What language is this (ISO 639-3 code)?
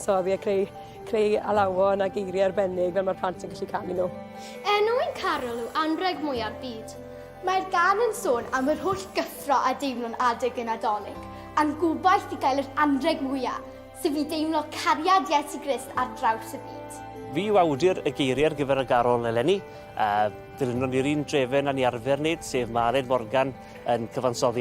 cym